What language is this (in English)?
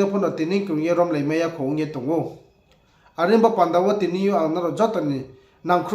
Riang (India)